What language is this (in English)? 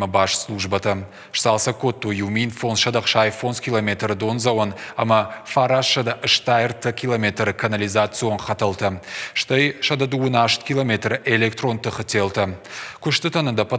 Ossetic